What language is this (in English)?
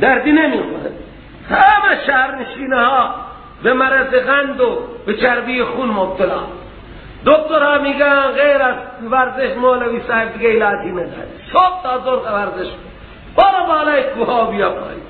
Persian